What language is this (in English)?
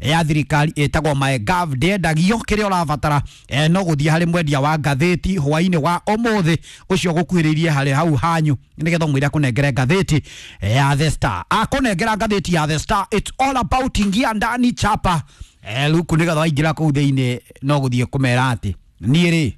Kikuyu